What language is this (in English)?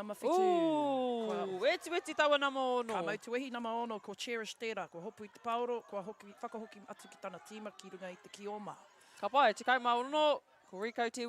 Māori